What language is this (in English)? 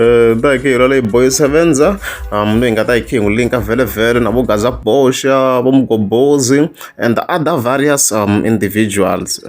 Tsonga